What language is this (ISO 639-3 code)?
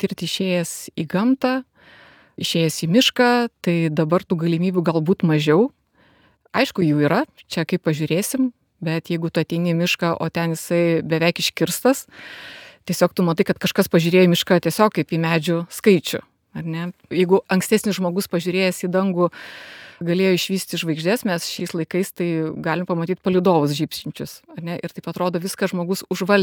lit